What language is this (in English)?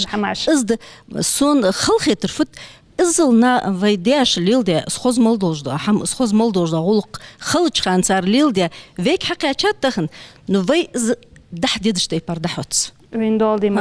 Ingush